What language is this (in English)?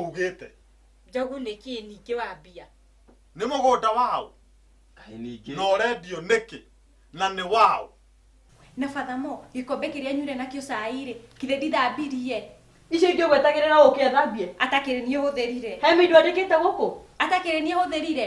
Kikuyu